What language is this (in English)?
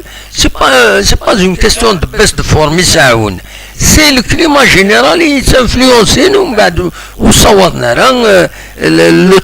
Kabyle